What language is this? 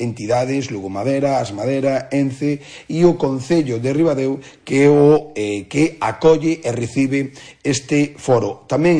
Galician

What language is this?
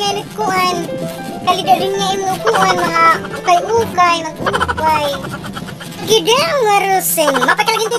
Waray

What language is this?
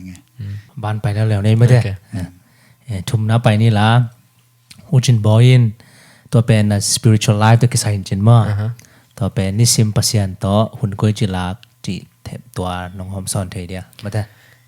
Tedim Chin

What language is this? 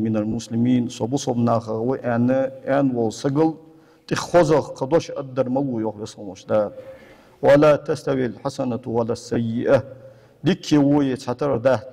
Ingush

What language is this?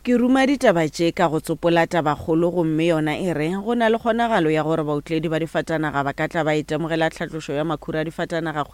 Northern Sotho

